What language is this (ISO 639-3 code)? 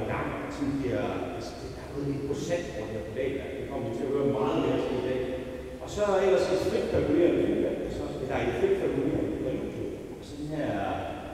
dan